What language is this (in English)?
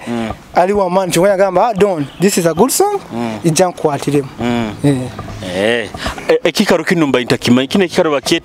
Nyoro